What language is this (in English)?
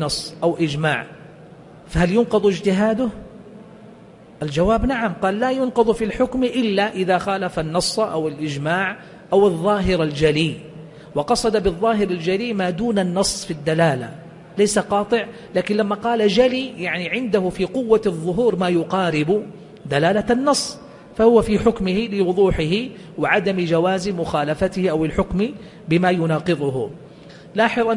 Arabic